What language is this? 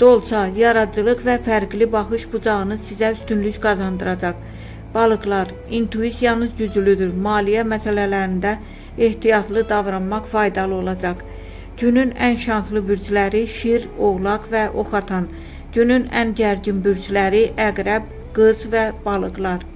Azerbaijani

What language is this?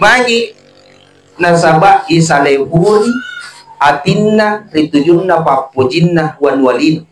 Buginese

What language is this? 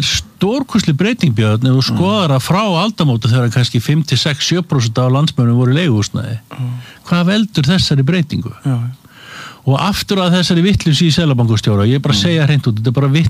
Icelandic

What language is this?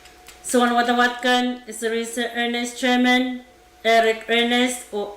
Pohnpeian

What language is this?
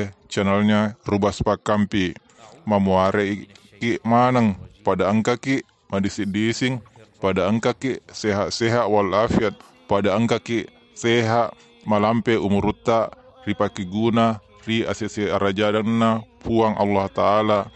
Buginese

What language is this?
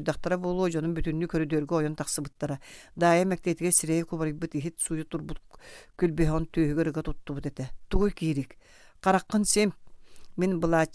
Yakut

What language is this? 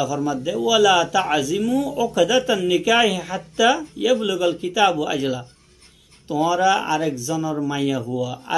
Rohingya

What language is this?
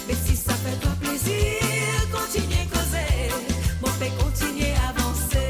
Morisyen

